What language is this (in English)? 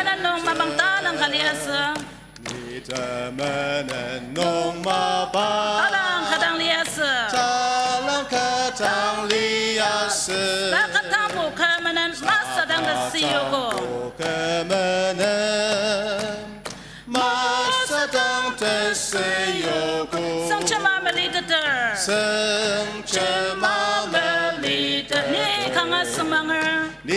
Ao Naga